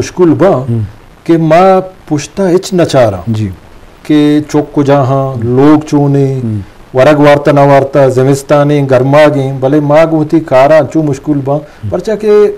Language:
Eastern Balochi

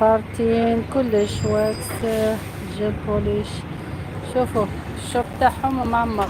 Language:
Algerian Arabic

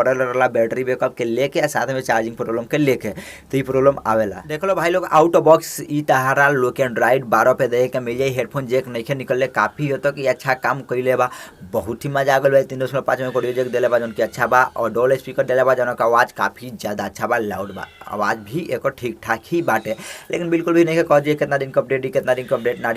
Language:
Bhojpuri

